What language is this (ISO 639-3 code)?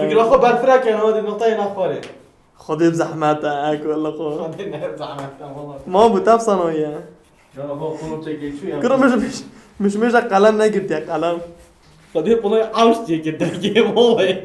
kur